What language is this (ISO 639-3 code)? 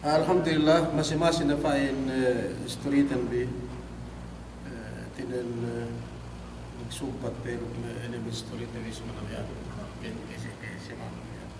yka